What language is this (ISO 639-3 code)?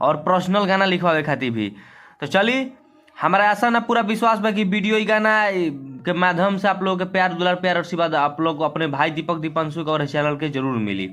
bho